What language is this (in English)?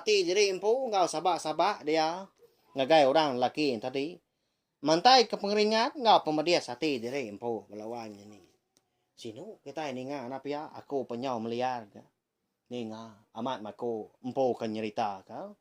Iban